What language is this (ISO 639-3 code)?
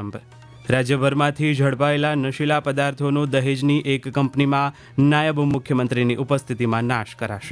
guj